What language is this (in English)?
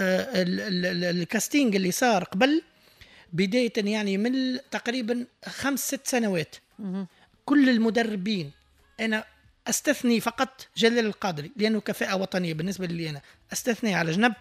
Tunisian Arabic